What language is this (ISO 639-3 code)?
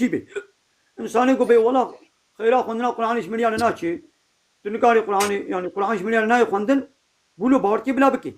kur